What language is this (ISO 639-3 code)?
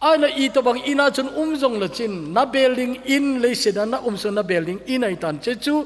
tcz